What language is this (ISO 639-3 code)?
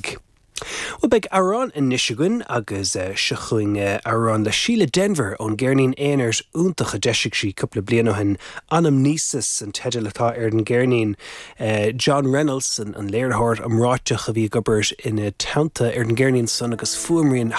gle